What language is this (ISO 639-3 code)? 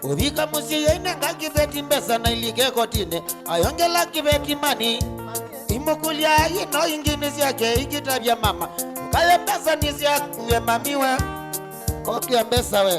kam